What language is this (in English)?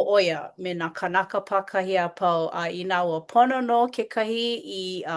Hawaiian